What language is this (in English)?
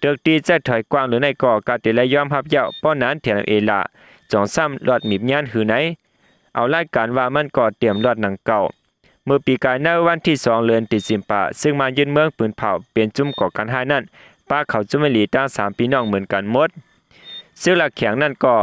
Shan